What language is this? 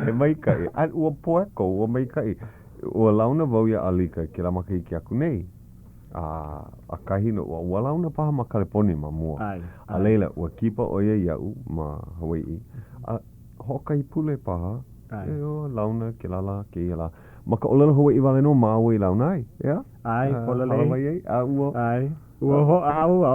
Hawaiian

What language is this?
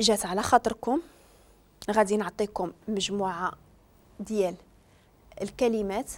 Moroccan Arabic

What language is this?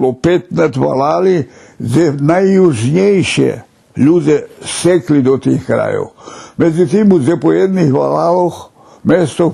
Rusyn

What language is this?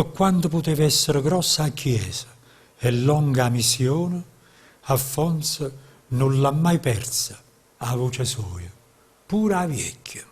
Neapolitan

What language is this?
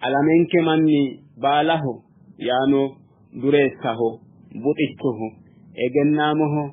Sidamo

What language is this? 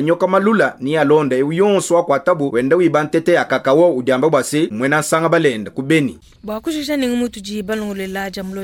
Luba-Lulua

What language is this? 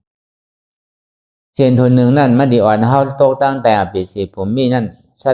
Shan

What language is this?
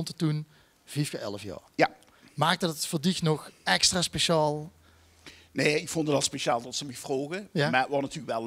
Limburgish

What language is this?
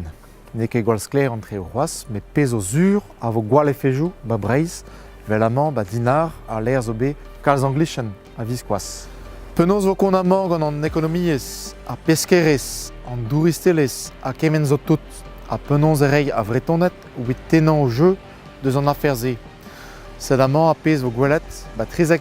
Breton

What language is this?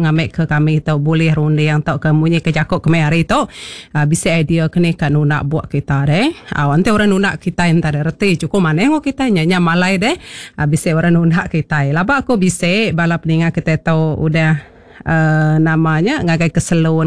Iban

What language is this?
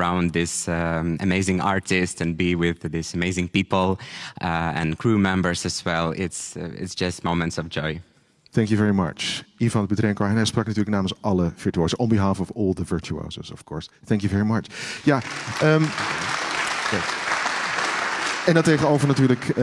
Dutch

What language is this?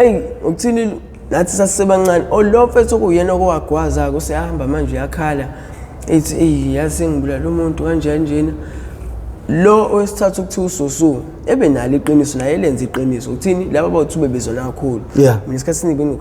Zulu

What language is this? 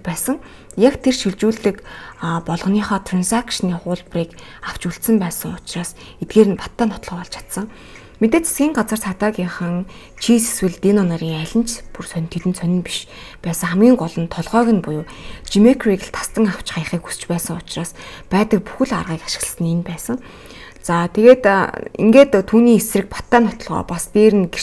Mongolian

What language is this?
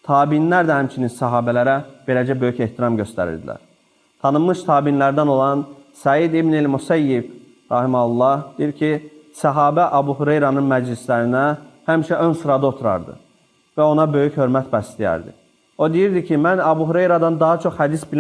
Azerbaijani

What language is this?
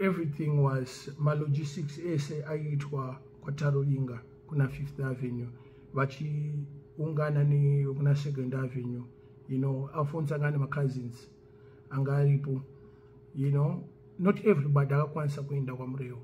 Shona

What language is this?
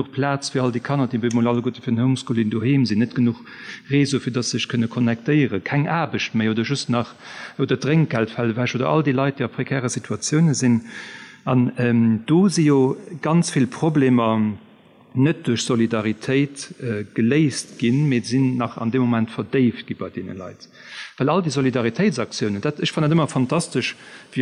Luxembourgish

